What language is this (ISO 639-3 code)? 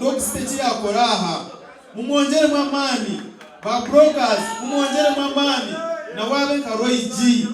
nyn